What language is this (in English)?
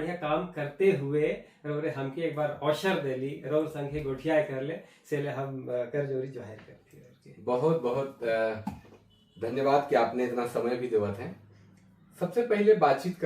Sadri